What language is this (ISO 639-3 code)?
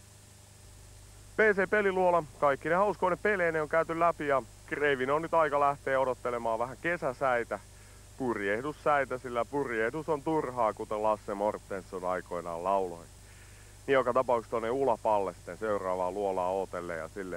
fin